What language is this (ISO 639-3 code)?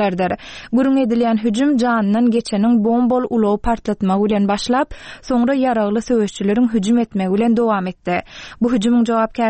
tuk